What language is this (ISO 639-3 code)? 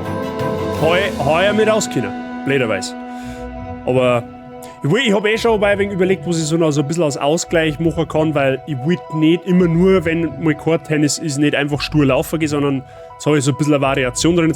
bar